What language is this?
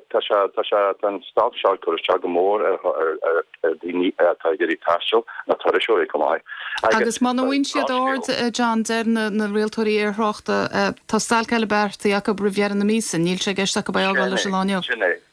Irish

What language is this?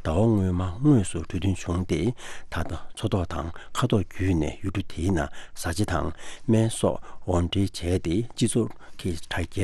Tibetan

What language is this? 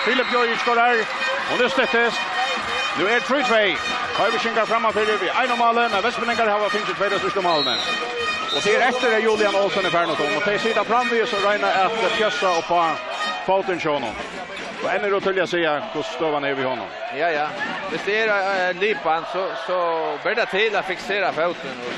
Faroese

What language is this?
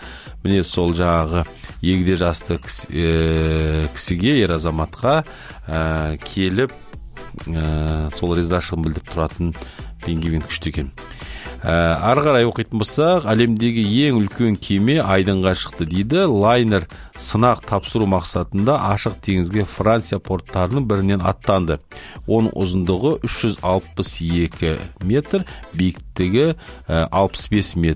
Kazakh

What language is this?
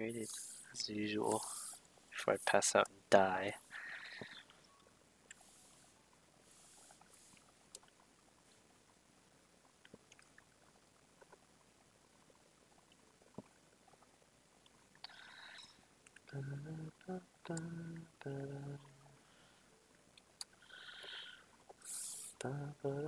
English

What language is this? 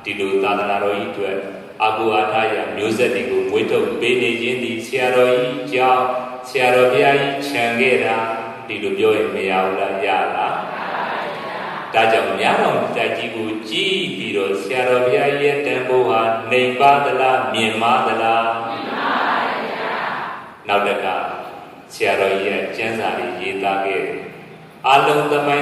Burmese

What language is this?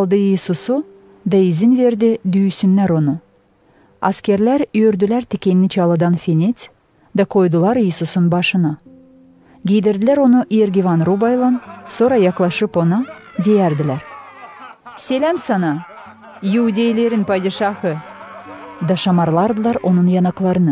Gagauz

